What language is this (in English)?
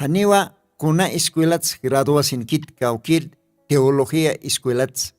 Aymara